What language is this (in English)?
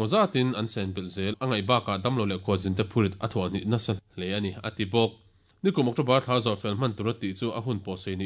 Mizo